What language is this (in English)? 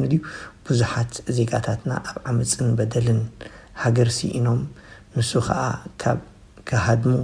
Tigrinya